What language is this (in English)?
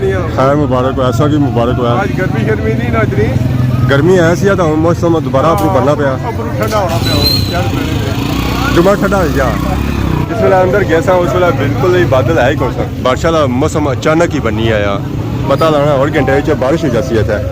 Pahari-Potwari